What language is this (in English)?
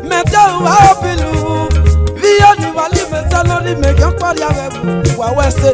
Esan